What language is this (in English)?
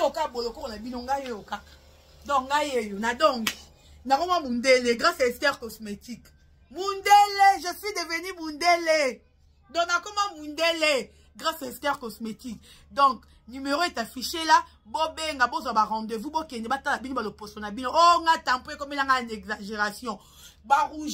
Lingala